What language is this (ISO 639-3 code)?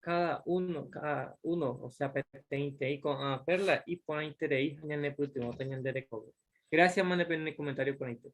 grn